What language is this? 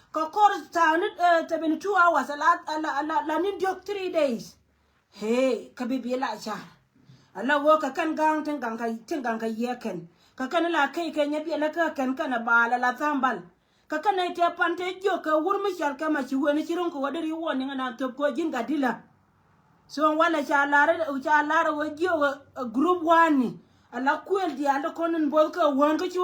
Nuer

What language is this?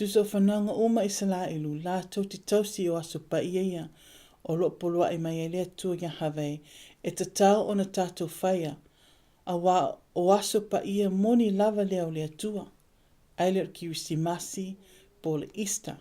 Samoan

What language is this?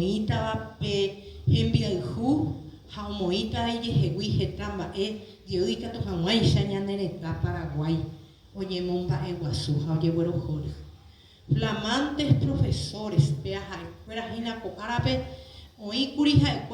Guarani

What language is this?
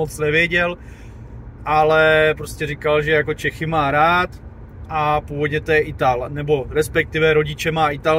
Czech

